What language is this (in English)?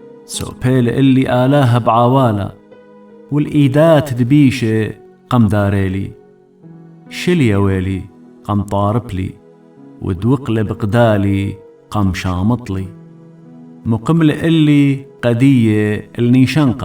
Assyrian Neo-Aramaic